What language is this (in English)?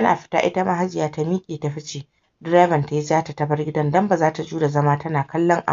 Hausa